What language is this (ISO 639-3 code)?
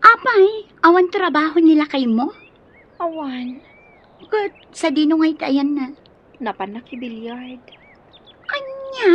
ilo